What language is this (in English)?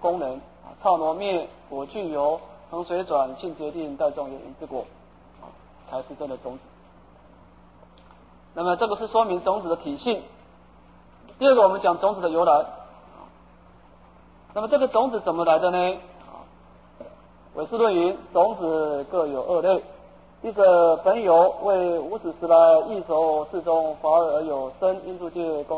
Chinese